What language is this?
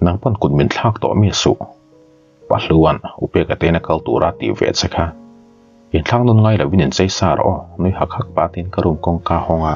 Mizo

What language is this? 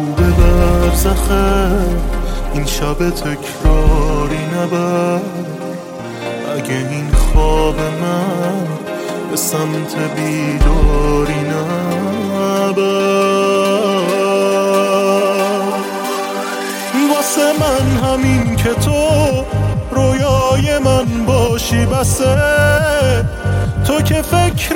Persian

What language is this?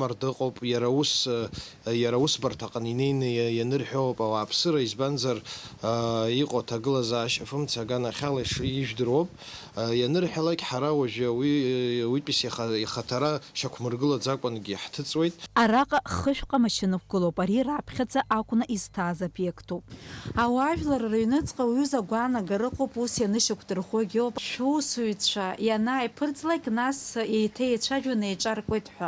Abkhazian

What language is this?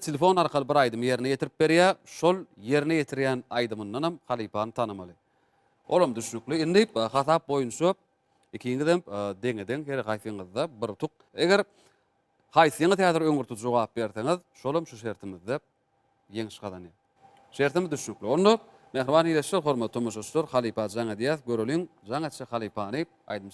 Turkmen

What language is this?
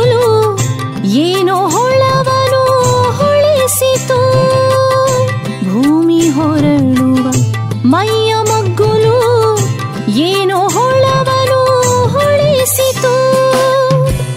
Kannada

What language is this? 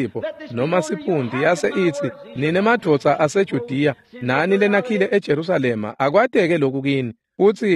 Swati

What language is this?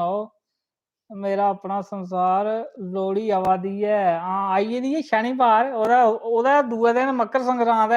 Dogri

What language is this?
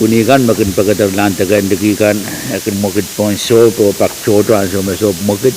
Pohnpeian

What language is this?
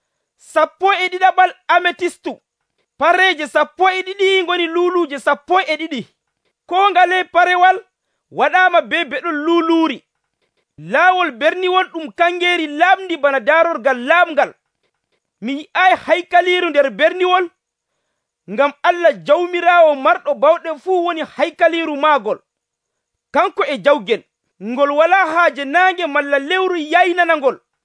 Nigerian Fulfulde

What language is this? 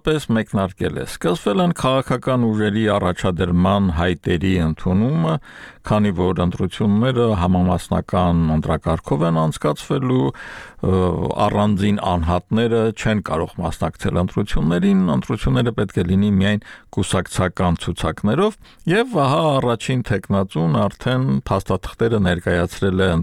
Armenian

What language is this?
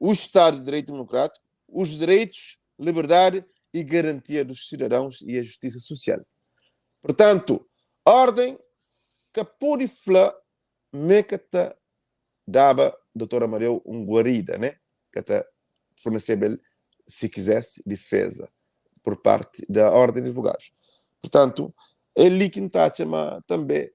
Kabuverdianu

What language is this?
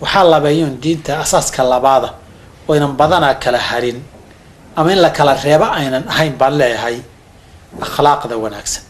Somali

